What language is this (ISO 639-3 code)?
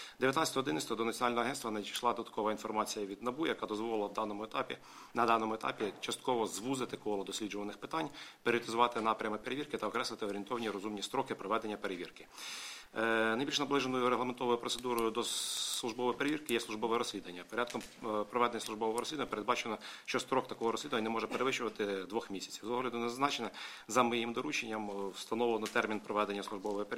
ukr